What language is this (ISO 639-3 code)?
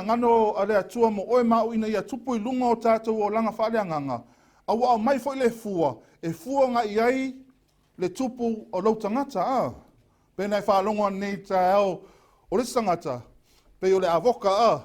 smo